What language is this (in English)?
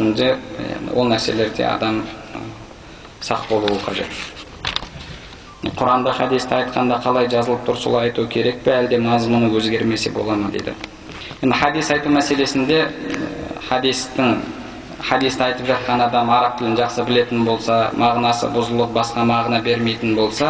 Kazakh